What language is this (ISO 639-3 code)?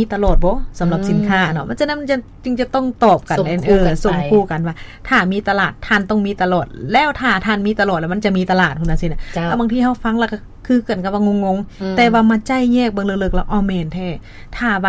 lao